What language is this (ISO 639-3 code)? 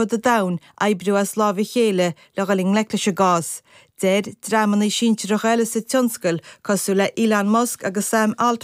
gle